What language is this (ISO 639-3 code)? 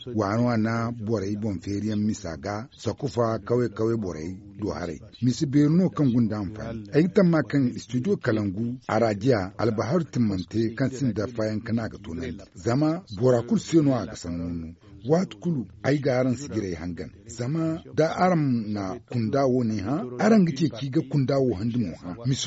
dje